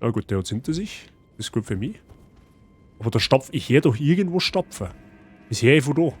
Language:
Bavarian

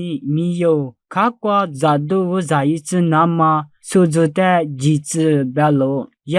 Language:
Lisu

